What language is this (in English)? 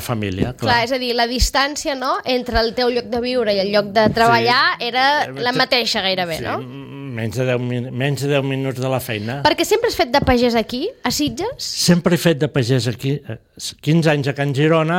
Catalan